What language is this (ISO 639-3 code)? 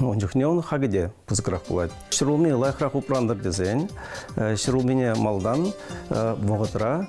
chv